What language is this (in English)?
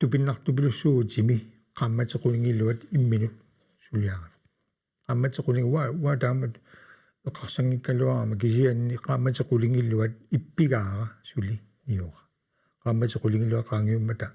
Kalaallisut